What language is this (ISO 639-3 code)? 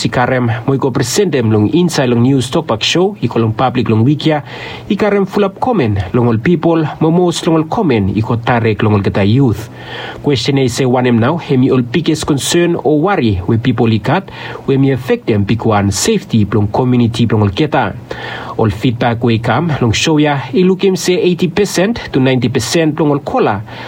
bis